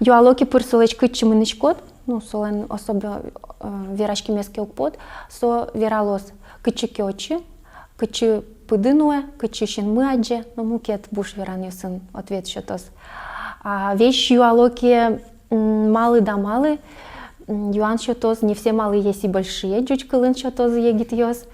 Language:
Udmurt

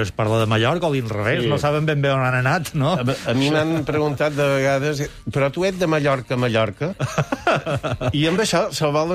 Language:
Catalan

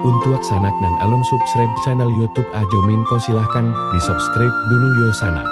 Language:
Minangkabau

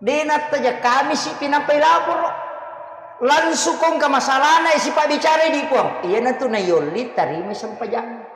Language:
Buginese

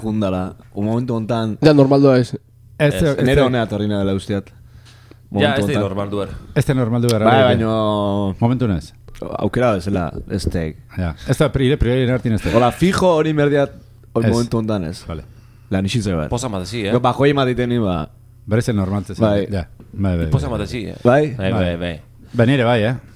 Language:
Basque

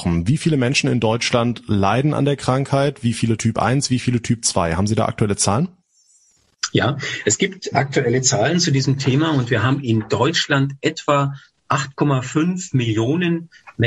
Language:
German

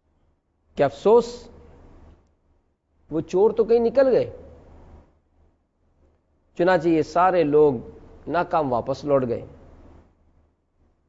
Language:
Urdu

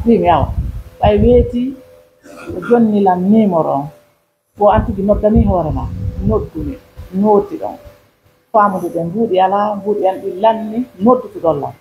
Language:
Pular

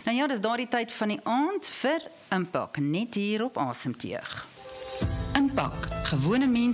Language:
Afrikaans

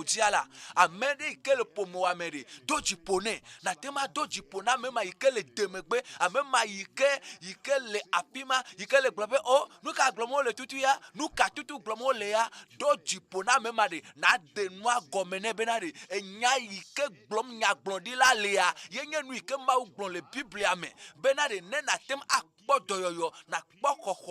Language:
Ewe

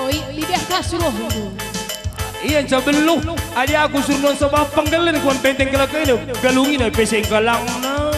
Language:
Batak Karo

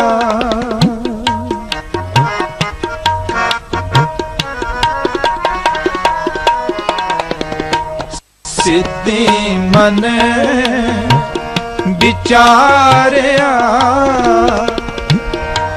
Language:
Punjabi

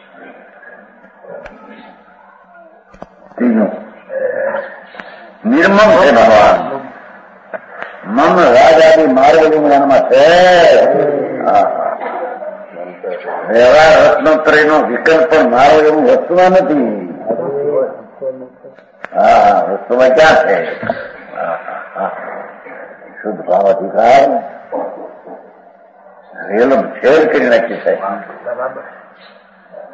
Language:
Gujarati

